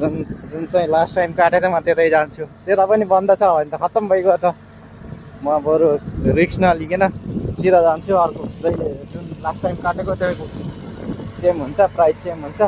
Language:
Nepali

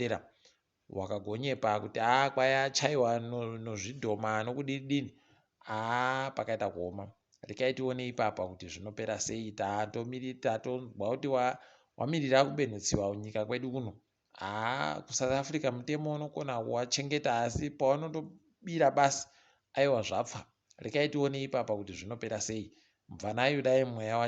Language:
Ndau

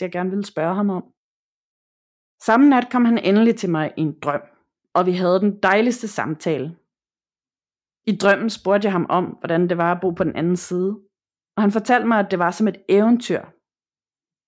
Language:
Danish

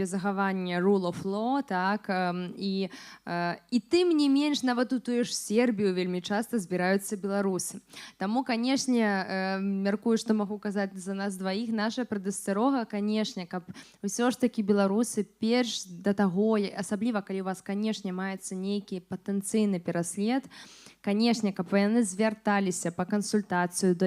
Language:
Belarusian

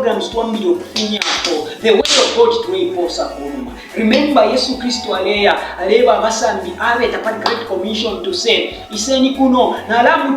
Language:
Bemba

